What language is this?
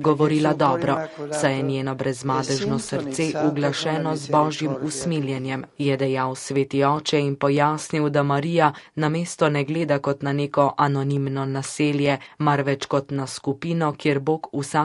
Slovenian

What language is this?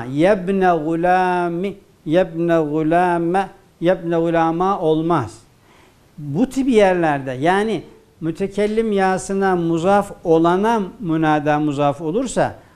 Turkish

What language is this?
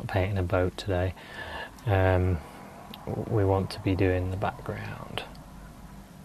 English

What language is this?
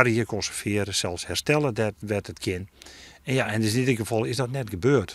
Western Frisian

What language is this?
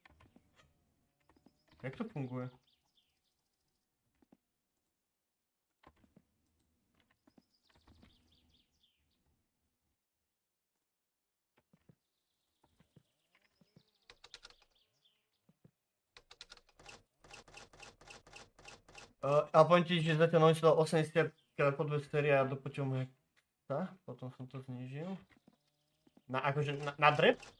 Slovak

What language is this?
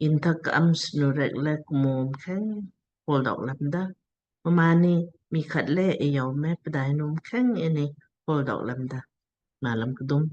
Lamkang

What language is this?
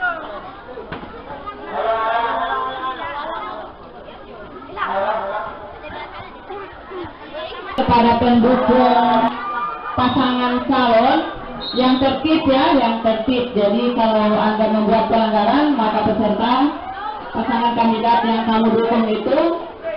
Indonesian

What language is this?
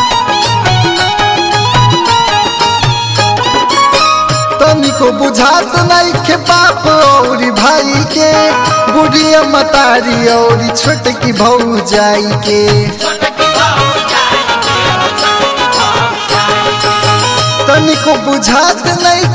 Bhojpuri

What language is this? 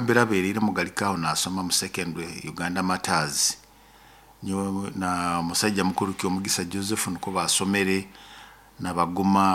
Nyoro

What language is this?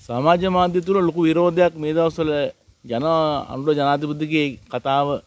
Sinhala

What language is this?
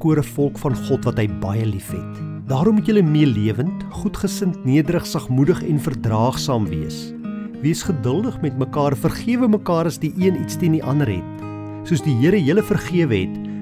Afrikaans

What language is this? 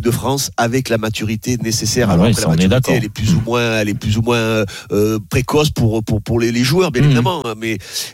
French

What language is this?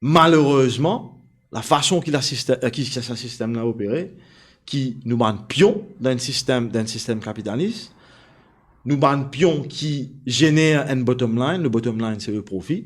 Morisyen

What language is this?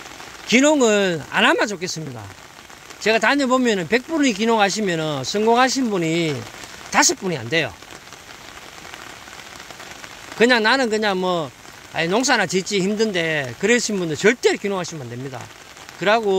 Korean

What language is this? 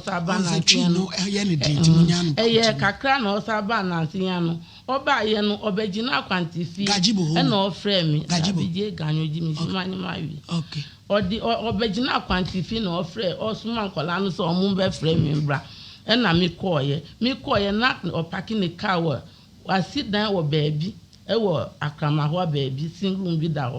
Akan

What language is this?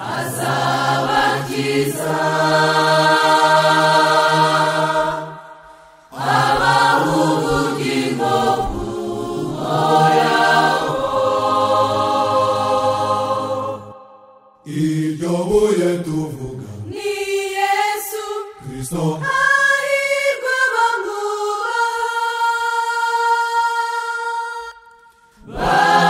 Kinyarwanda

